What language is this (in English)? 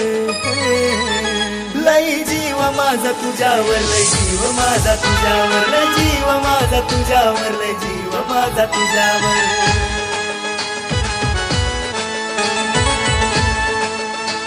Marathi